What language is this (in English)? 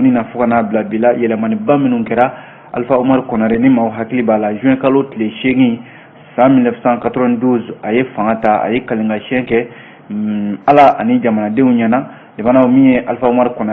Bambara